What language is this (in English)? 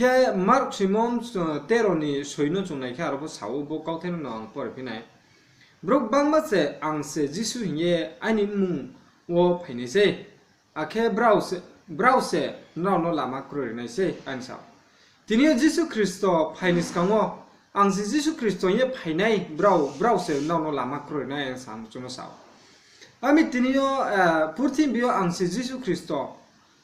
Riang (India)